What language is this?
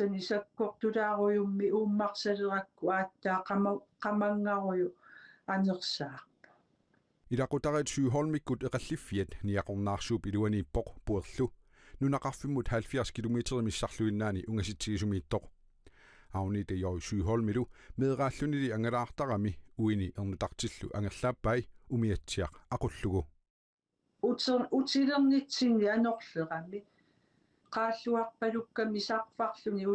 Kalaallisut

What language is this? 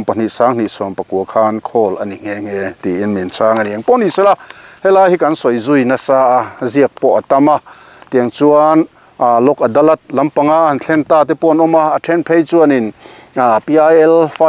Mizo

